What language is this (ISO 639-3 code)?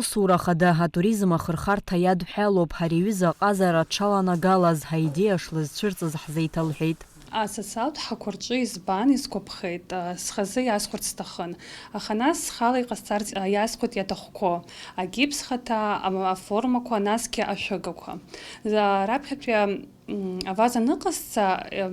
abk